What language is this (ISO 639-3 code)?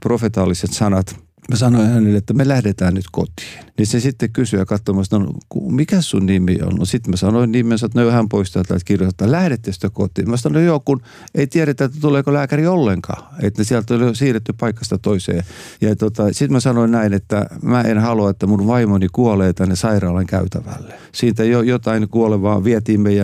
fin